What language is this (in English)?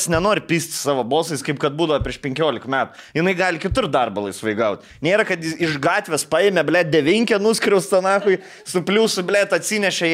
Lithuanian